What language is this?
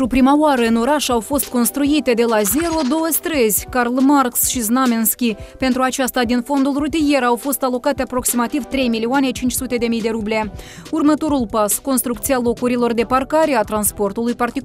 Romanian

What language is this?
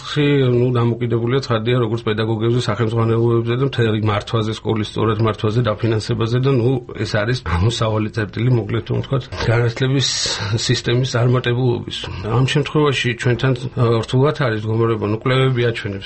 Georgian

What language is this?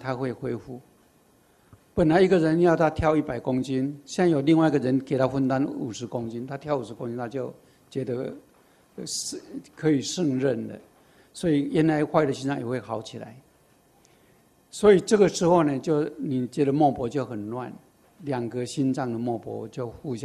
Chinese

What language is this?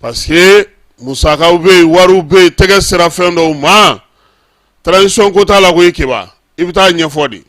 Bambara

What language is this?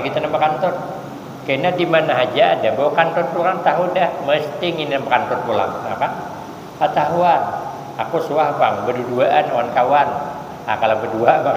Banjar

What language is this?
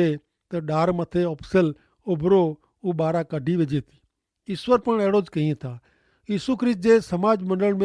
Kachhi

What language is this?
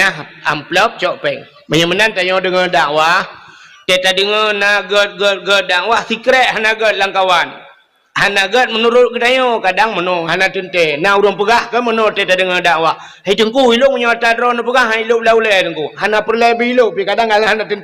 Achinese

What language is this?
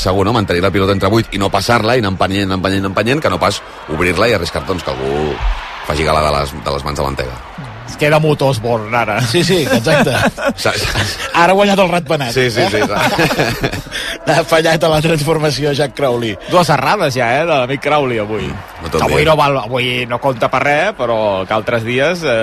Catalan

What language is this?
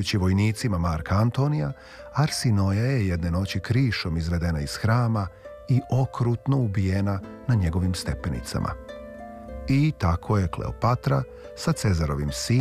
Serbian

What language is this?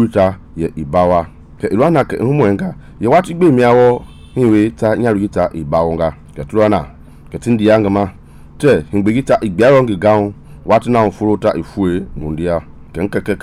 Mende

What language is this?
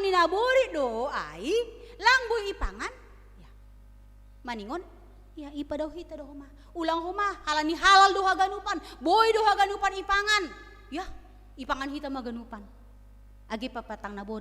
Batak Simalungun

